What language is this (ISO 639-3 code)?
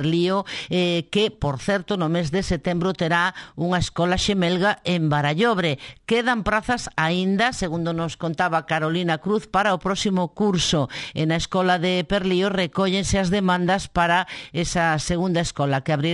glg